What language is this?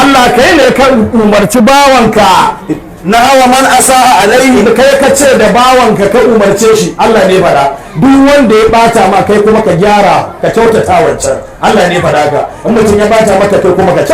Hausa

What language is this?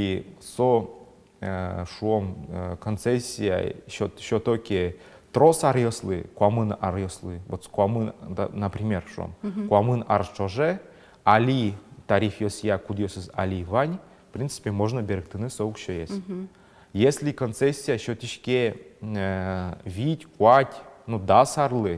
Udmurt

